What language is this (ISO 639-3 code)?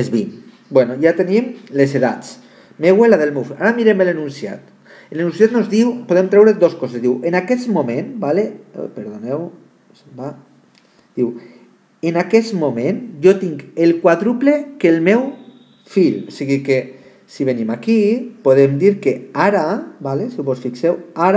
cat